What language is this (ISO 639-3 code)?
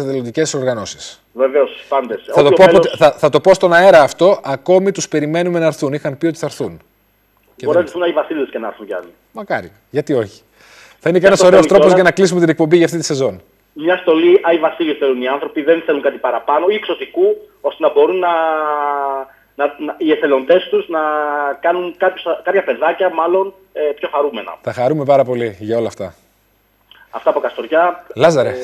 ell